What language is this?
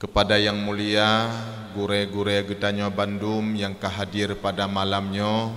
Achinese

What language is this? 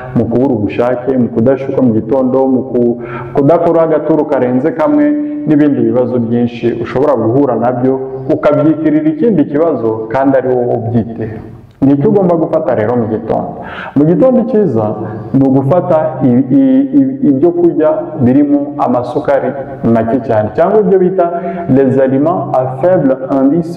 Kinyarwanda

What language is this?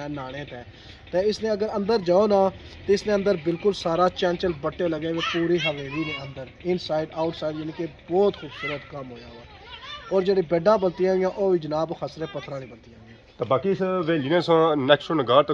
Pahari-Potwari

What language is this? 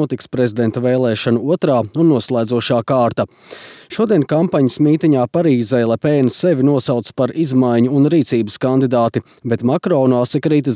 Latvian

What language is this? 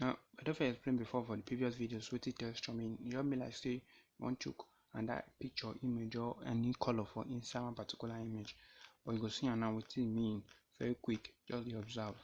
Nigerian Pidgin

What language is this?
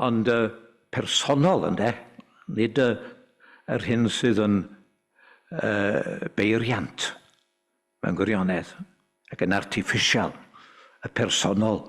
Welsh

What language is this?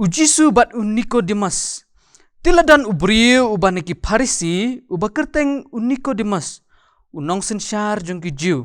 Khasi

